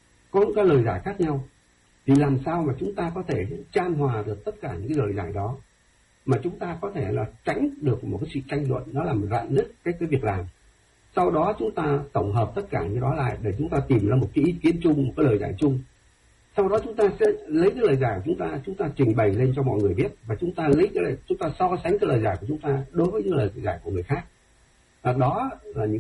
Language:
Vietnamese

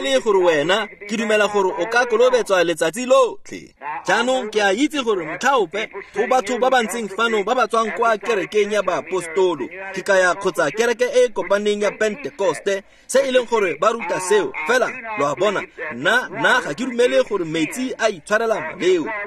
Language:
Tswana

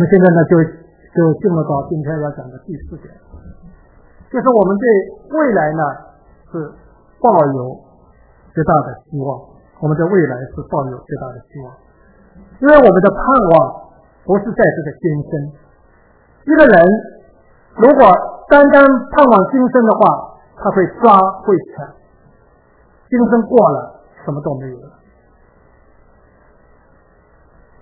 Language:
Chinese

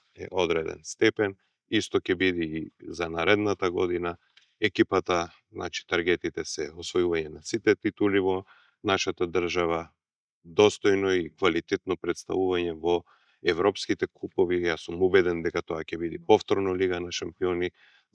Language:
Macedonian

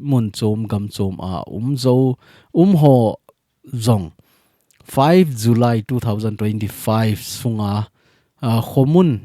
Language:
Thado Chin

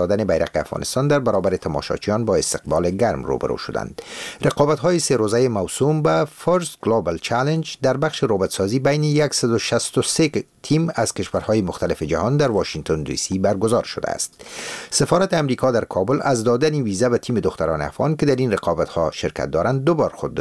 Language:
Persian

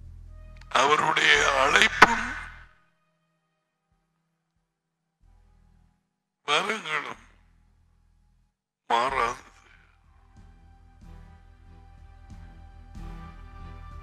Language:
Tamil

